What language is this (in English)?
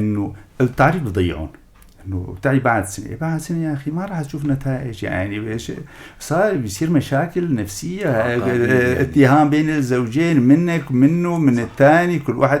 North Levantine Arabic